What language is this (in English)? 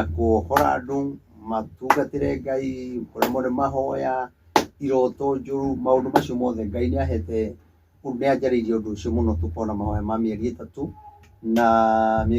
Kikuyu